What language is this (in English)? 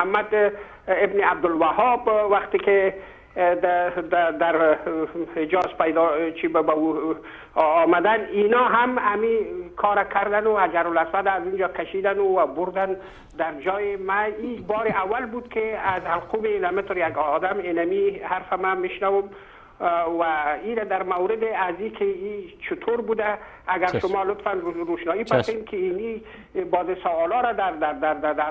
Persian